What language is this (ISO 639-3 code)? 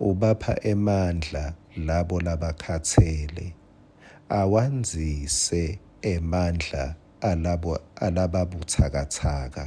ssw